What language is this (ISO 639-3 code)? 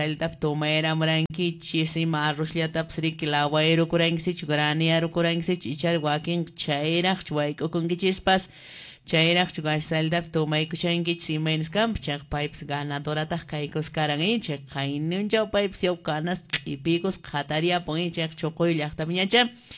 que